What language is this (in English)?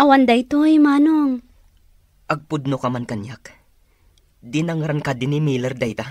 Iloko